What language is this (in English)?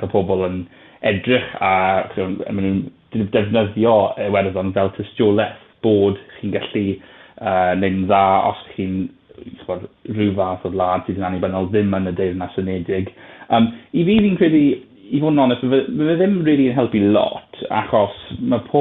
Welsh